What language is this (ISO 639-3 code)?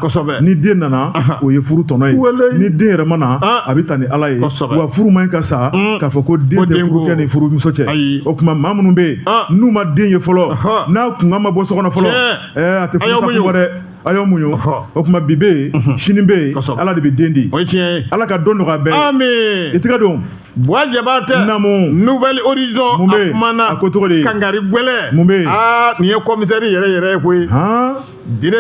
bam